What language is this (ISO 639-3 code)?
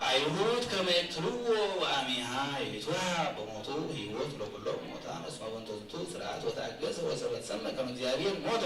gez